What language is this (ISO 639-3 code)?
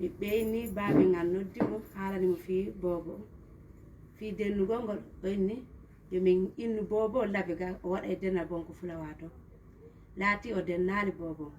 ful